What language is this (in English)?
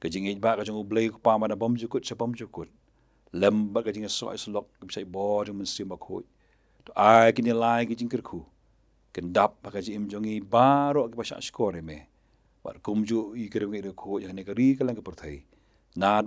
Khasi